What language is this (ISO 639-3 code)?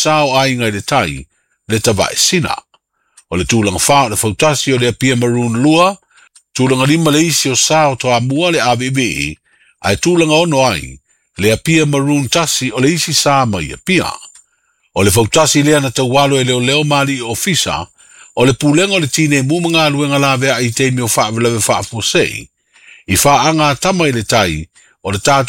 smo